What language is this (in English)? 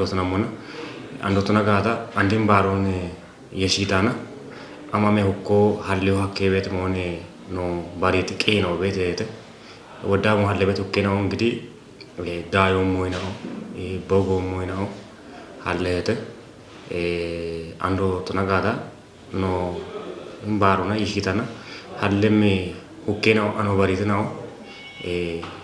Kafa